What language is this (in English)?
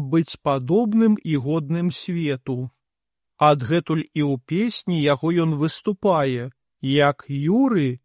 Belarusian